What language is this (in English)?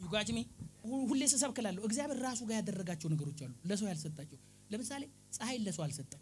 Amharic